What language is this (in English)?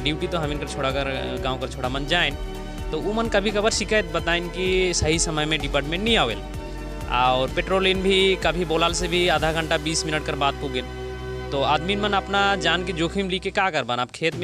Sadri